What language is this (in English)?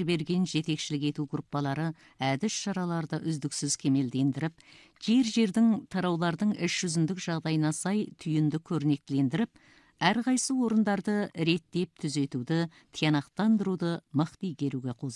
Kazakh